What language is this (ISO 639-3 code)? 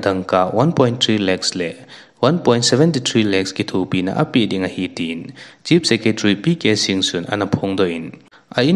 tcz